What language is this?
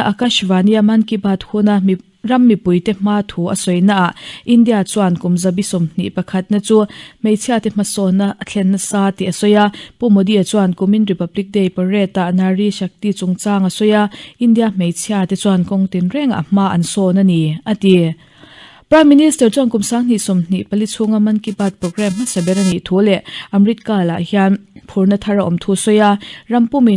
Mizo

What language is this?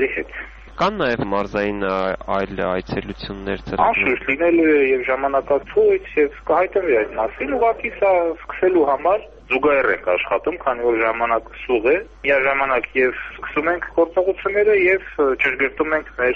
Armenian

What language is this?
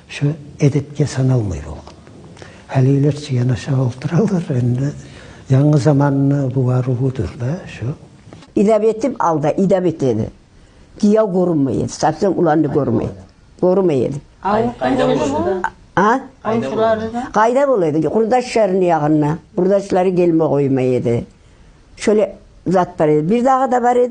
Kumyk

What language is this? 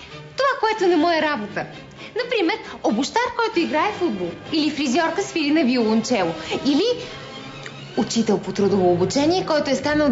Bulgarian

